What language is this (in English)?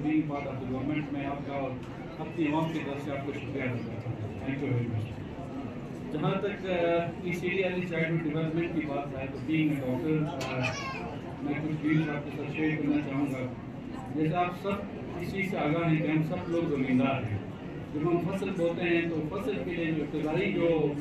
Urdu